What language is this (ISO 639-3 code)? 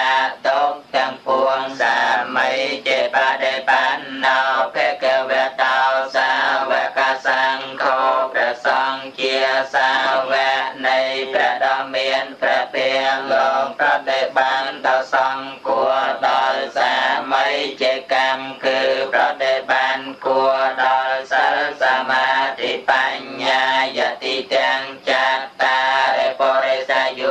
khm